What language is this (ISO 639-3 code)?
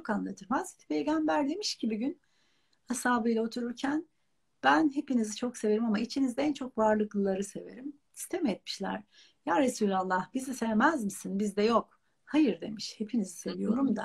tur